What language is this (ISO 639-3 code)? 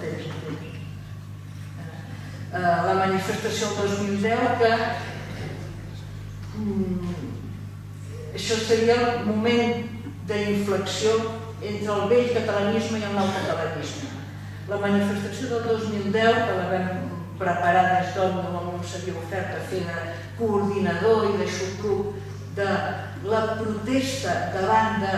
cat